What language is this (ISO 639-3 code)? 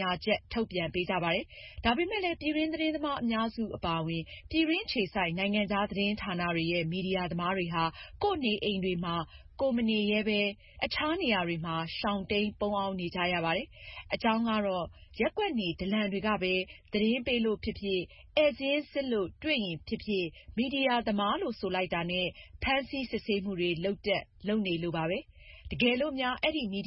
mya